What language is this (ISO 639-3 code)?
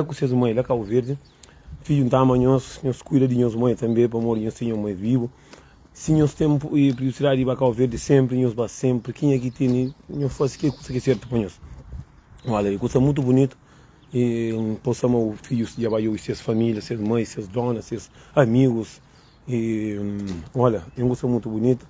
kea